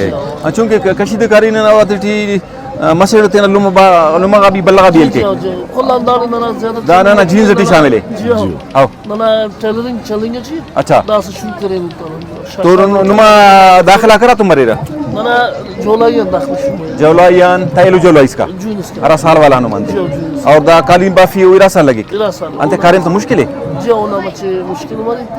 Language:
Brahui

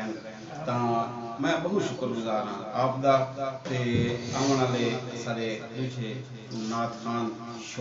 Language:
Saraiki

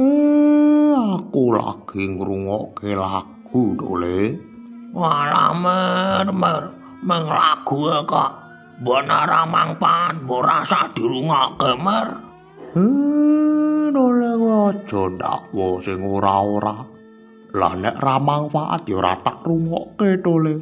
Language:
Javanese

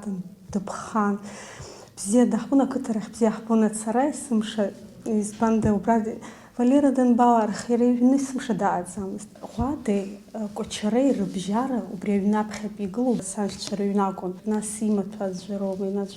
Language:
Abkhazian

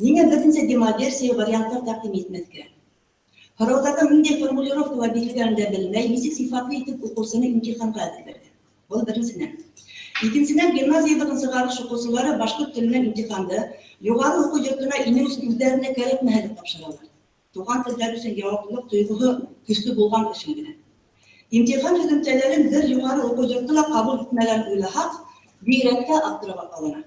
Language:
Bashkir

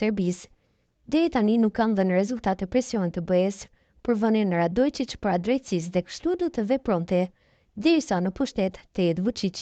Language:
Albanian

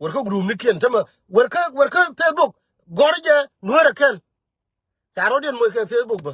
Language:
Nuer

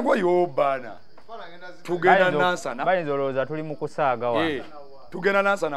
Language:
Ganda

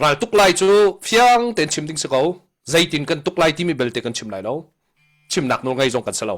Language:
Hakha Chin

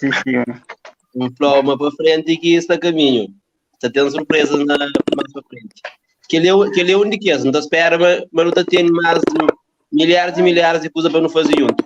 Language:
Kabuverdianu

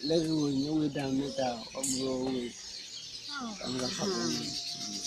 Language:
Ewe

